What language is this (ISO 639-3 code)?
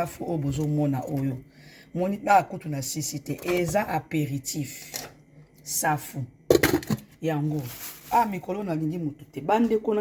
lin